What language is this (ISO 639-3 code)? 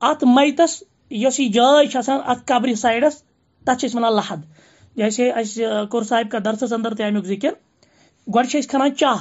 kas